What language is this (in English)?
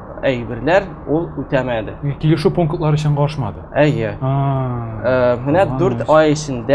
Tatar